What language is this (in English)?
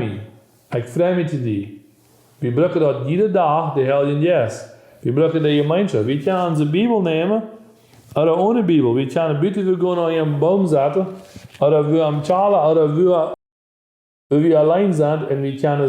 Plautdietsch